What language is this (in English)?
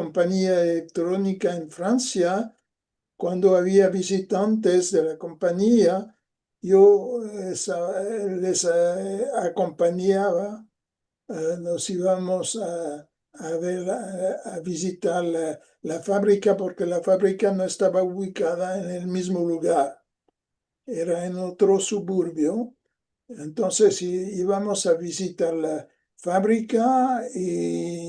Ladino